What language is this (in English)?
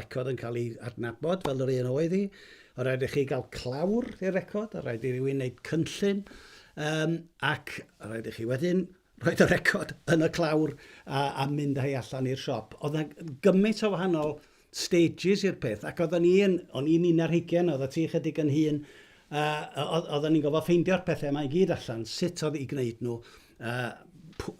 Welsh